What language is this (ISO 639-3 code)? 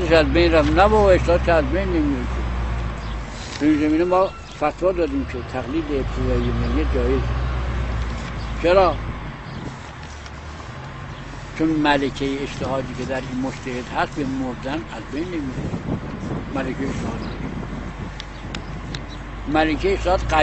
fas